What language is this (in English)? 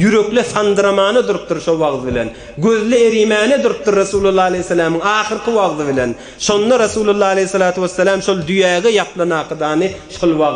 Turkmen